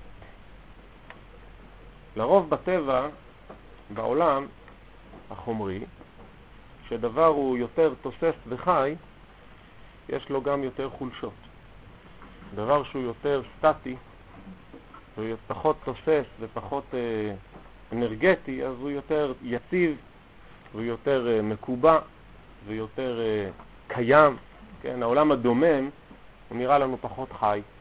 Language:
Hebrew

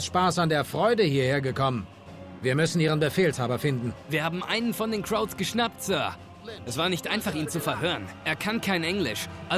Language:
Bavarian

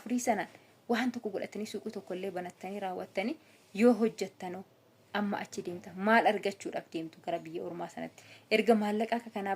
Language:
Oromo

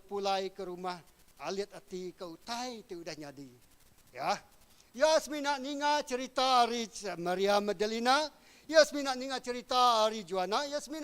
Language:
Iban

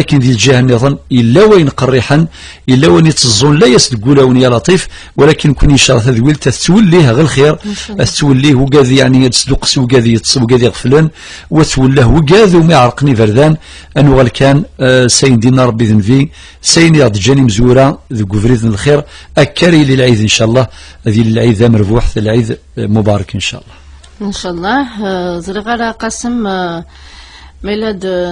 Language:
Kabyle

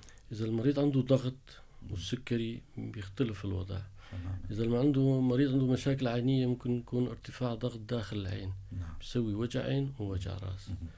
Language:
North Levantine Arabic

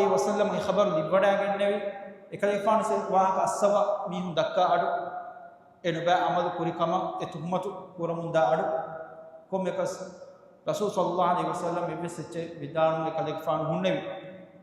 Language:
Divehi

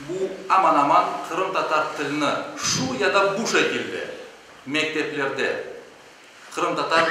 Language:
Crimean Tatar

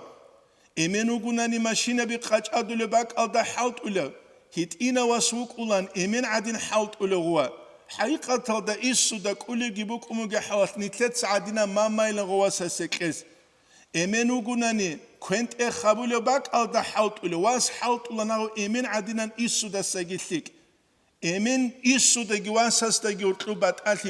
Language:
Avaric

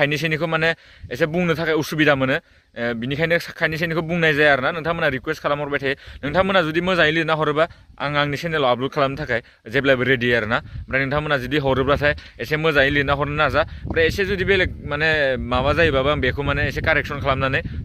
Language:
Bodo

